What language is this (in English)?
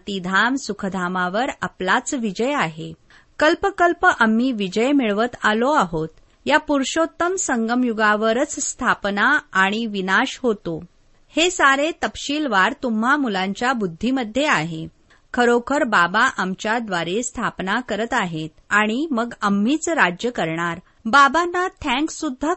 Marathi